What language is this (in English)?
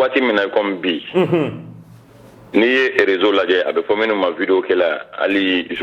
Bambara